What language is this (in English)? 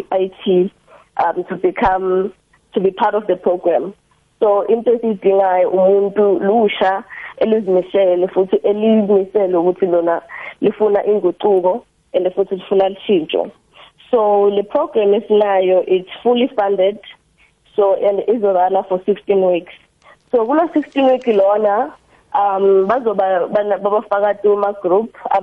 South Ndebele